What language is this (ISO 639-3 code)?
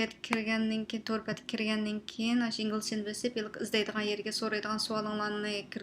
uig